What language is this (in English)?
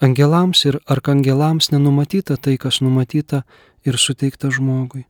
Lithuanian